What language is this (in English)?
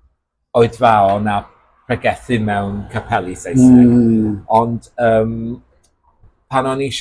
Welsh